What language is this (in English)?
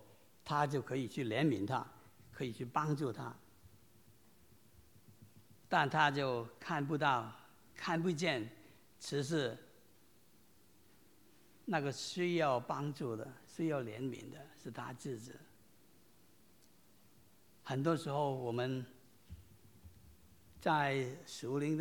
Chinese